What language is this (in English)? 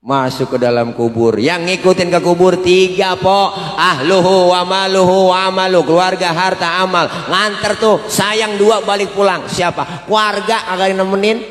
Betawi